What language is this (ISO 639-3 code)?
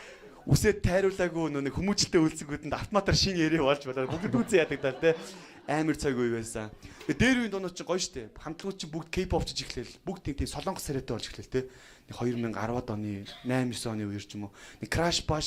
mon